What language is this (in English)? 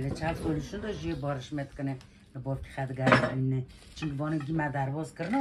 Kurdish